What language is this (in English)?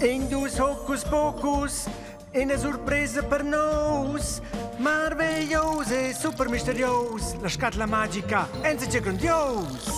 Romansh